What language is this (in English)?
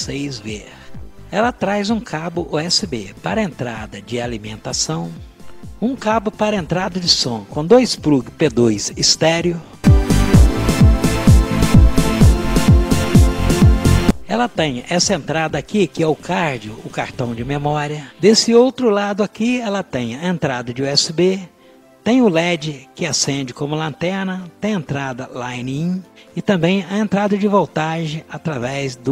Portuguese